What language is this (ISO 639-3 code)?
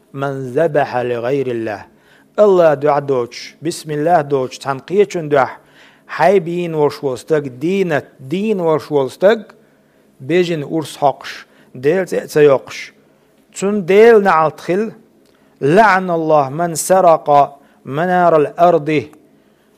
che